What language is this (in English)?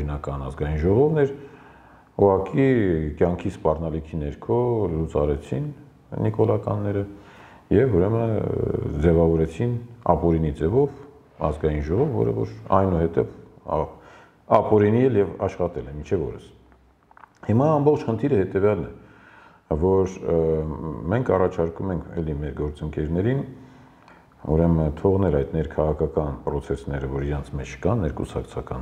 Armenian